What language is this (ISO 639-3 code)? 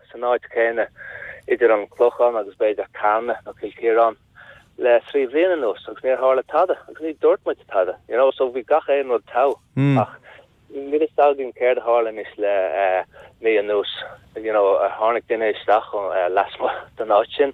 gle